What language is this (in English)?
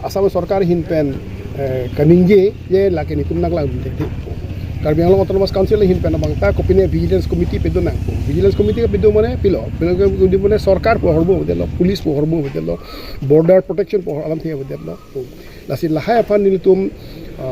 Karbi